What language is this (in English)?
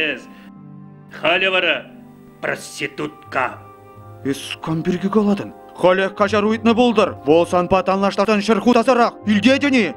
Chuvash